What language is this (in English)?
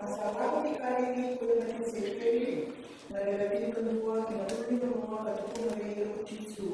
Fijian